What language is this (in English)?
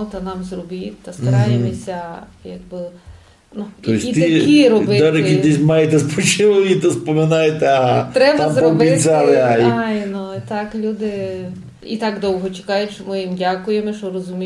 Rusyn